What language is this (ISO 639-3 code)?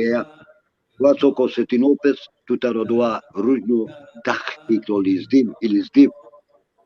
rmn